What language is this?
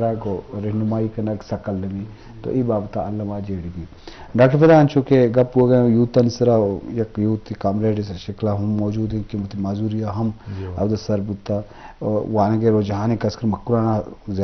Eastern Balochi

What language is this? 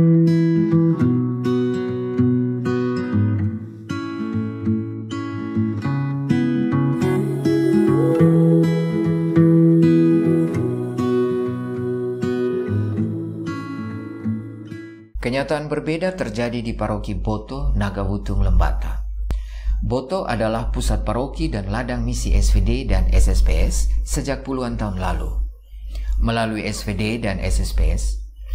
Indonesian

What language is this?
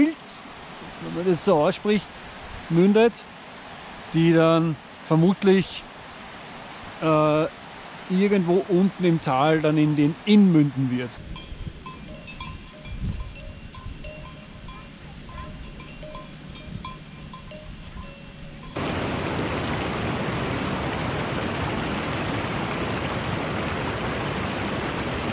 German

